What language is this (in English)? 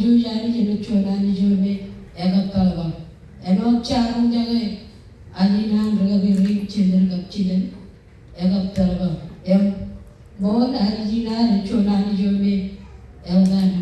Marshallese